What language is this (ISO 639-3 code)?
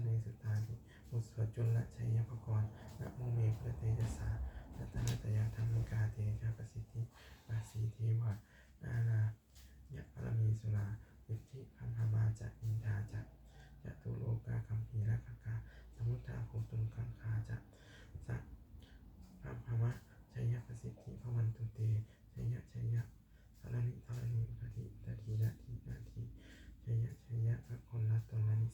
pli